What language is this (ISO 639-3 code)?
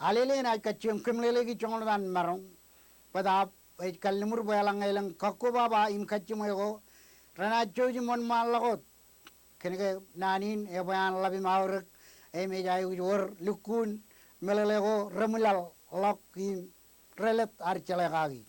mah